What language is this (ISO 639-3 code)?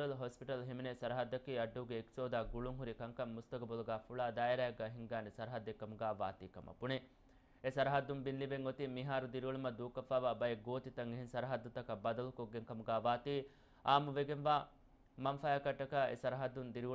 div